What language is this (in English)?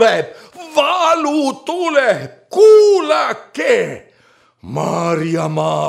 Estonian